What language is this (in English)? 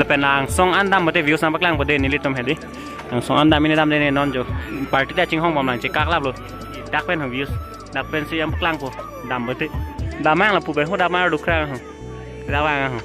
Karbi